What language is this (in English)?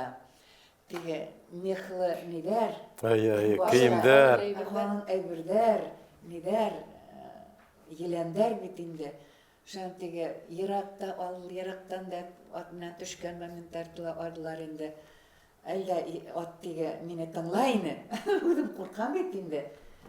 Bashkir